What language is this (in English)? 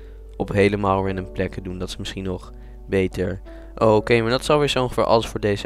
Dutch